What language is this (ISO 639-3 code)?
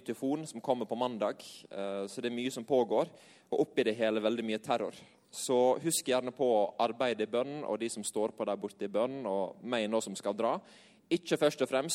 nor